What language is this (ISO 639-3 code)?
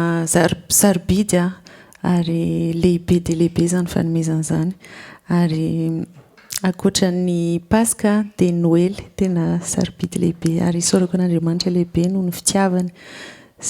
mlg